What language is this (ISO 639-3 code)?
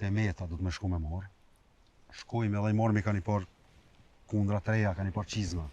sqi